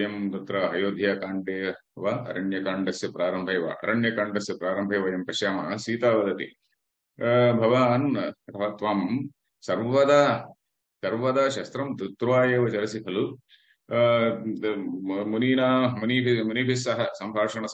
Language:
Sanskrit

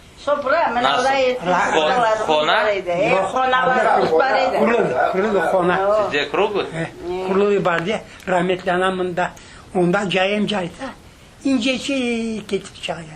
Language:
Crimean Tatar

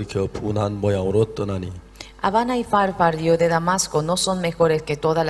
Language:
Aymara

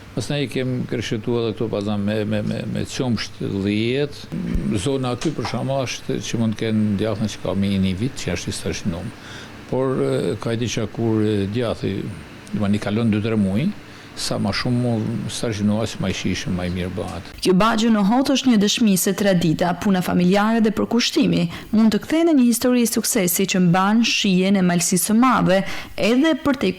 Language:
Albanian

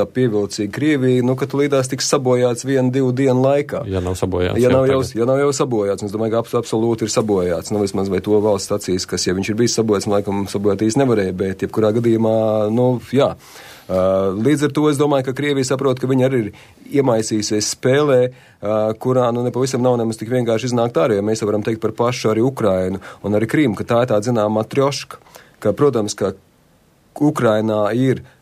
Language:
Latvian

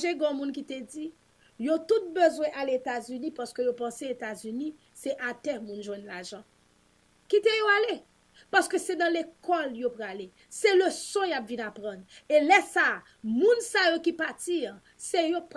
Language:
Haitian Creole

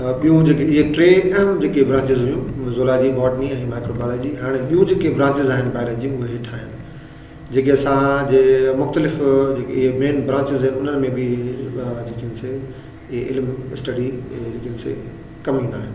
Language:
Sindhi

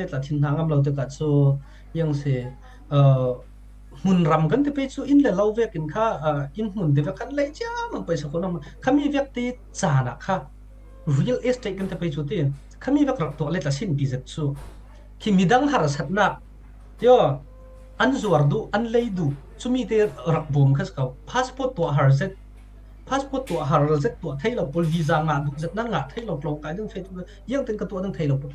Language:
Falam Chin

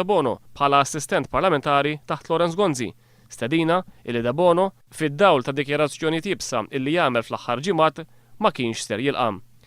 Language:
Maltese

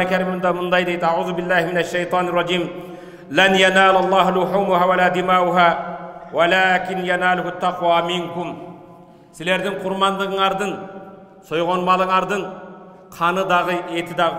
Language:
Kyrgyz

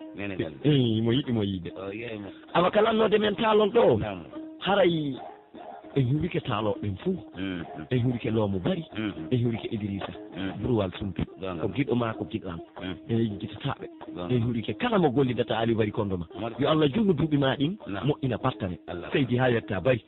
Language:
Pular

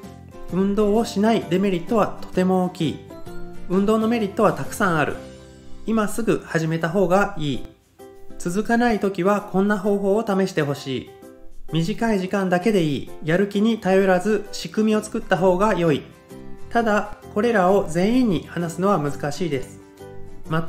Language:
Japanese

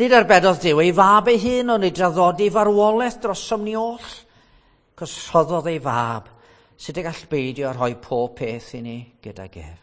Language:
Welsh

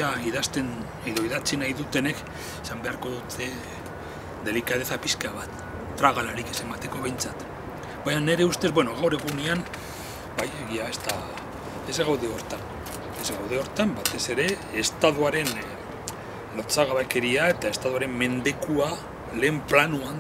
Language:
Basque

